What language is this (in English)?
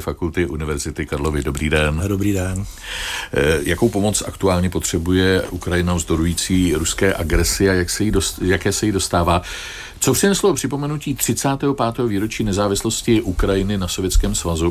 Czech